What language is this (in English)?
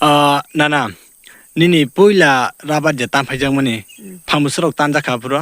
Kok Borok